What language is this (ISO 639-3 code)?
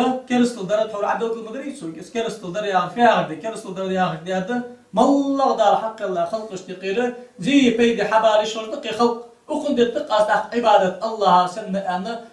inh